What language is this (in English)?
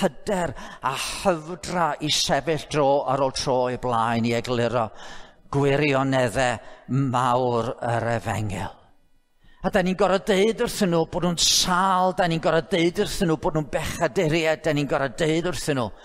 Welsh